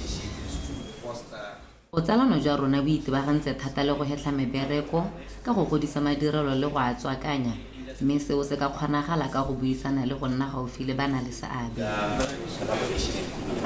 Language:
Tswana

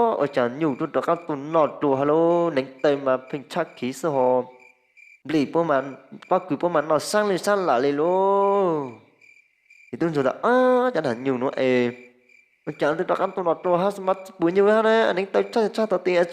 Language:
Hmong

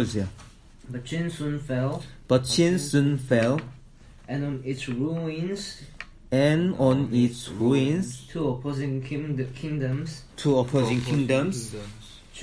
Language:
Korean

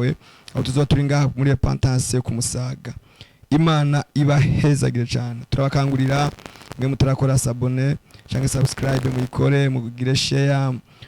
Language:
Rundi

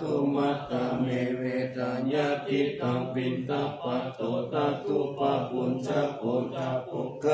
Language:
Pali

